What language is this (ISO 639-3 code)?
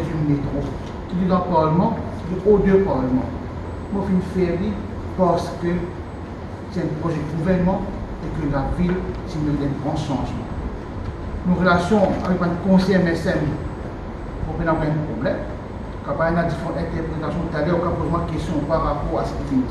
mfe